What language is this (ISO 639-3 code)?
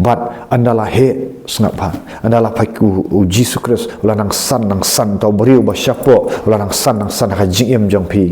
kha